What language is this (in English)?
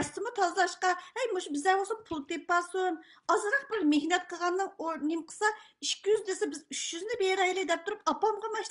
Uyghur